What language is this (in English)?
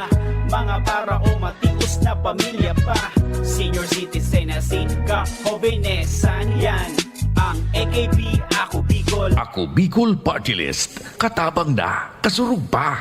Bikol